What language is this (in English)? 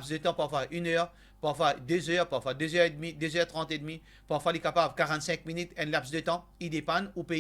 Morisyen